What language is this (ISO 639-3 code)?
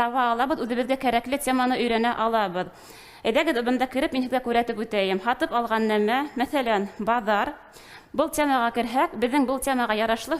bak